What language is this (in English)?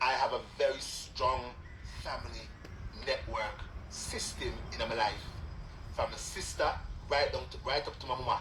Jamaican Creole English